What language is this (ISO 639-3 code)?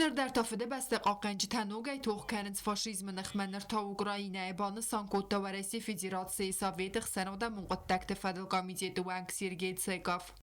oss